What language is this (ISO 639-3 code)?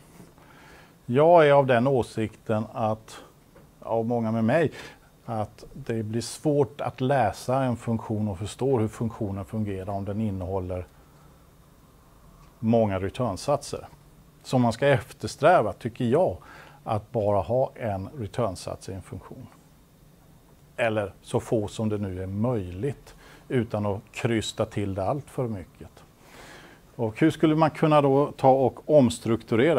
swe